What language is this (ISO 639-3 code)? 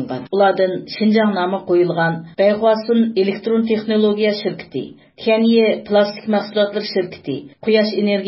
uig